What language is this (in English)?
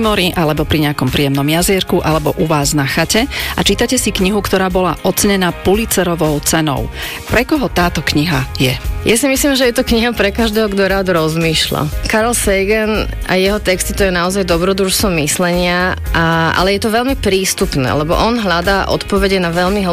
Slovak